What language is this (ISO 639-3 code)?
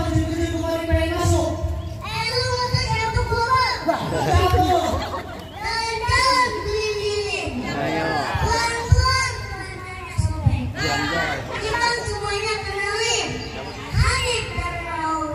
bew